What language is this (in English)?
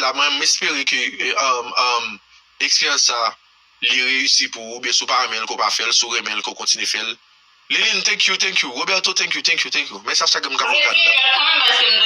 Haitian Creole